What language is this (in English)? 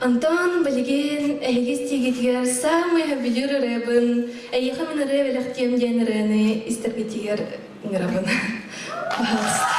Yakut